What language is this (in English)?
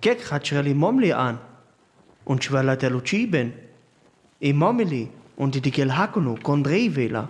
Sinte Romani